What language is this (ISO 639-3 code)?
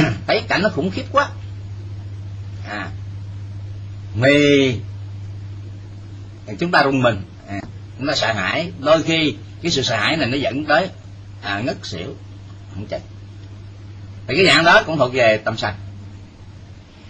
vie